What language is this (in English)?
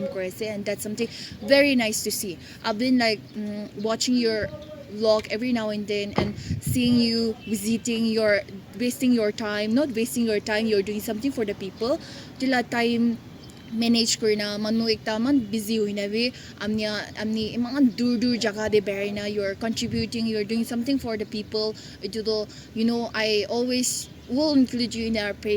Naga Pidgin